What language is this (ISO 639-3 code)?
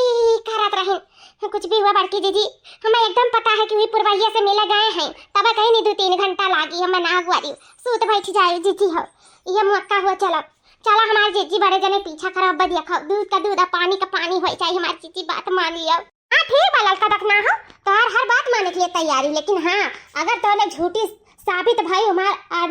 awa